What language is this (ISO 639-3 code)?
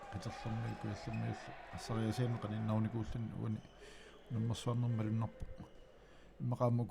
kal